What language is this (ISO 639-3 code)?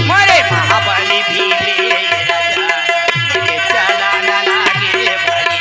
hne